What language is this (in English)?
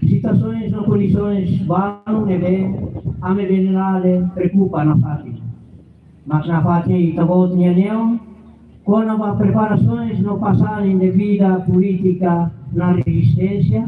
Tetum